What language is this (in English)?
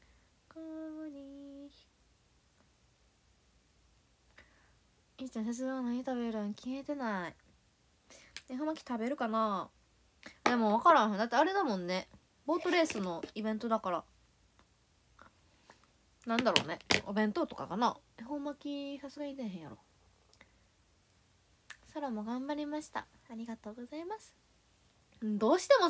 Japanese